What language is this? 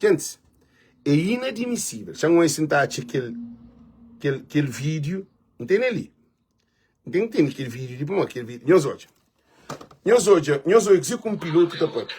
Kabuverdianu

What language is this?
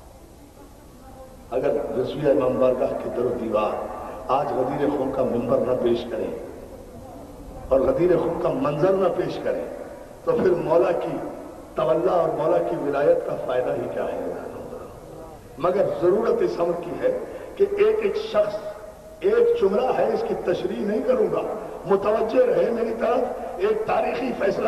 Urdu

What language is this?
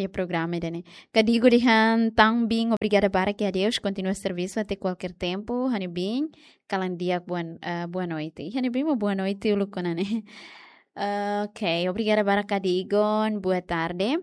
Tetum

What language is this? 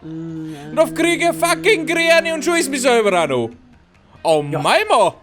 Bavarian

